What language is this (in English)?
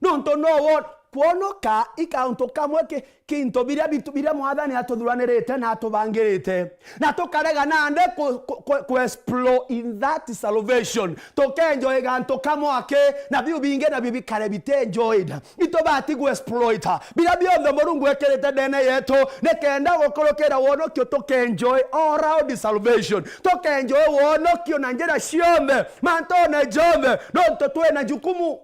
Meru